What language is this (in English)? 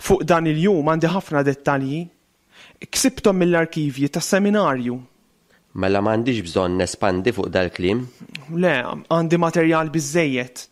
Maltese